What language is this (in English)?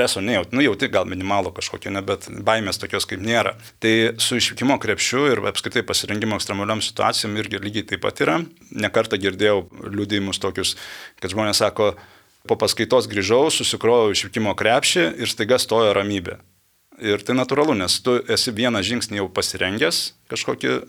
Lithuanian